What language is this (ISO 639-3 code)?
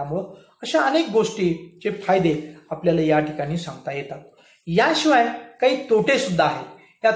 mar